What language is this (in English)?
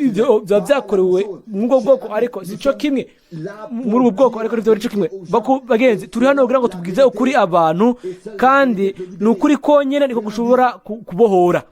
Rundi